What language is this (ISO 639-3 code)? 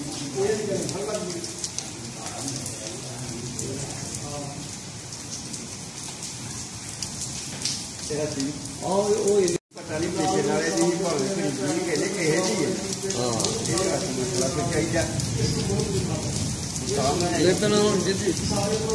pan